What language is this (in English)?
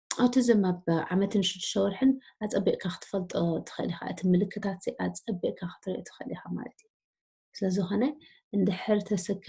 Tigrinya